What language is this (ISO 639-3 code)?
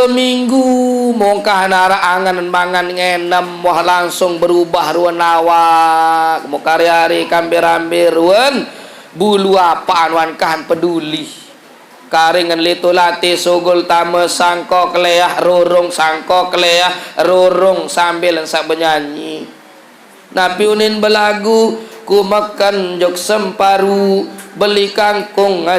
sas